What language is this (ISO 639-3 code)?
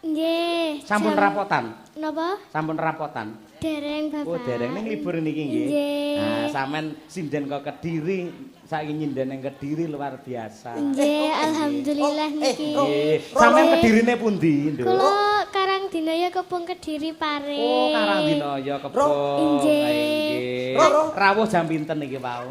jav